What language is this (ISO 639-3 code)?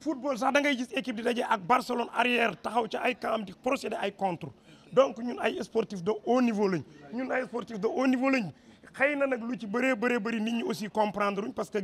wol